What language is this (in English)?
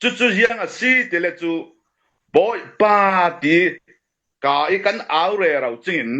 Falam Chin